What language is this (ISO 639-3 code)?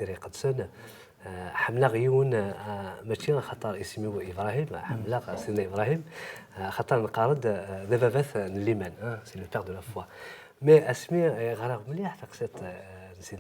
kab